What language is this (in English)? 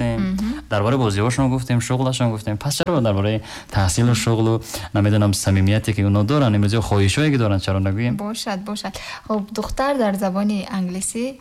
Tajik